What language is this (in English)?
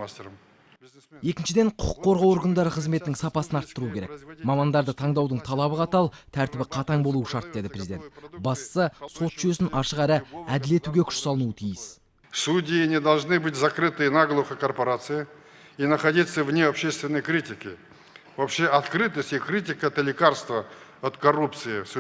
Kazakh